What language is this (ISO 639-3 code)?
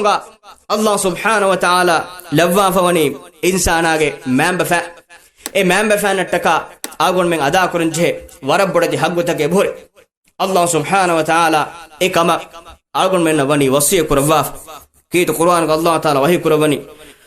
div